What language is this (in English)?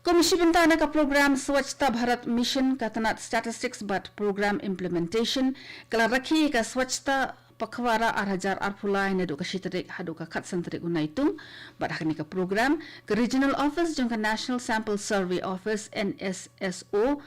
Khasi